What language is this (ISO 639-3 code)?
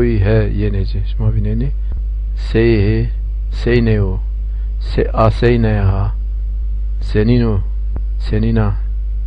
zza